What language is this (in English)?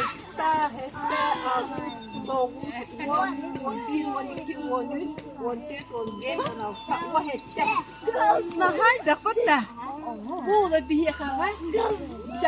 Yakut